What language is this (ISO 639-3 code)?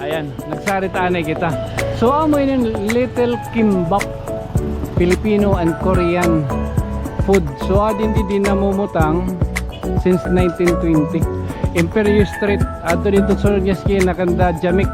war